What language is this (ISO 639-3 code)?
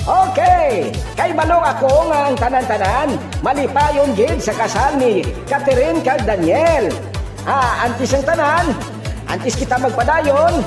hil